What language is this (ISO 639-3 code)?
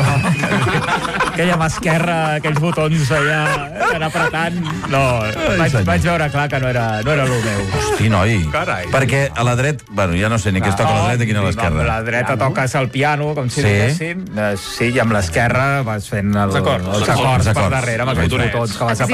cat